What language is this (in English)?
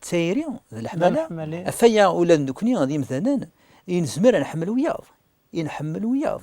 Kabyle